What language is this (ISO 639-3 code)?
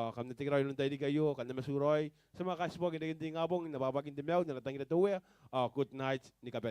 gil